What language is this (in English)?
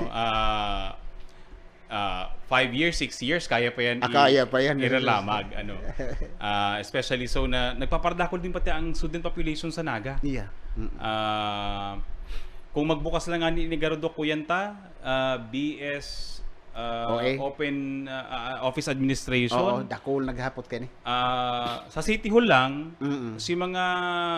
Bikol